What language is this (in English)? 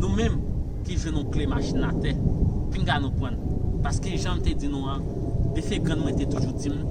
Haitian Creole